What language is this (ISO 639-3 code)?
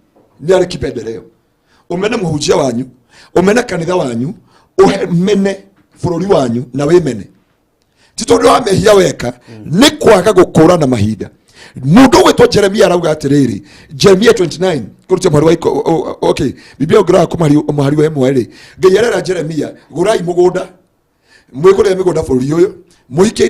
kik